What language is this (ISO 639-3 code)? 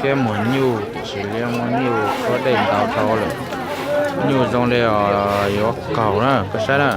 hmn